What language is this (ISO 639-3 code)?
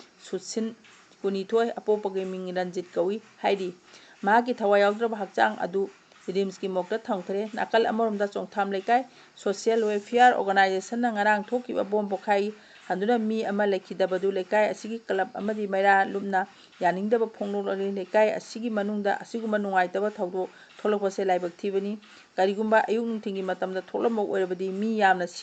mni